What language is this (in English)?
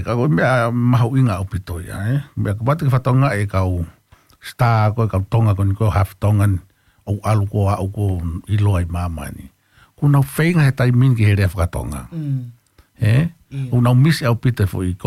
Tongan